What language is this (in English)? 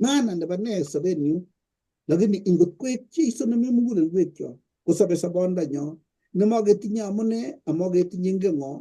Kalenjin